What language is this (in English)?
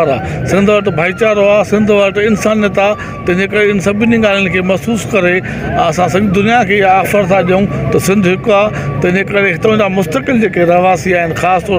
Sindhi